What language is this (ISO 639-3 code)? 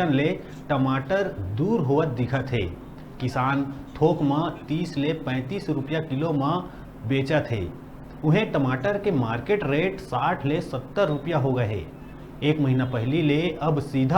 hne